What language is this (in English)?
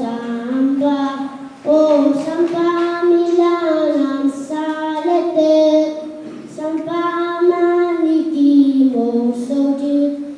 Pohnpeian